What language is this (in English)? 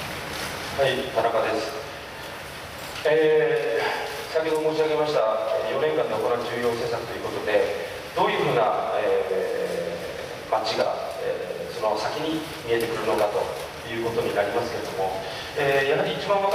Japanese